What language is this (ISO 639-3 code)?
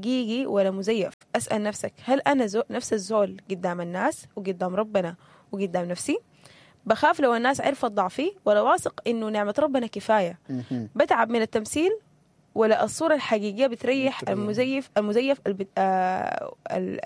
apd